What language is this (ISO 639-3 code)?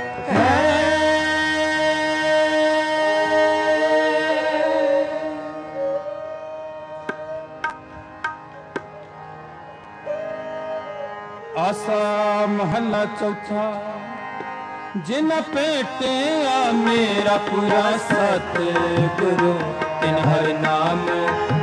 pan